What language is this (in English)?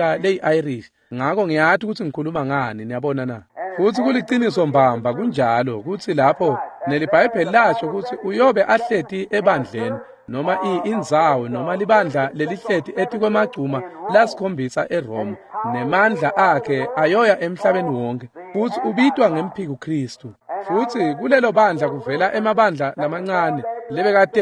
Swati